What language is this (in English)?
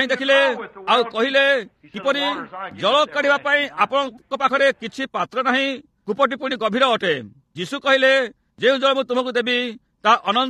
Odia